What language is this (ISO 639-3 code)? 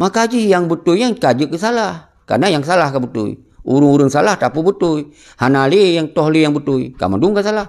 ace